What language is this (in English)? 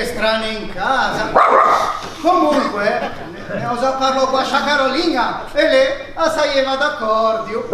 Ligurian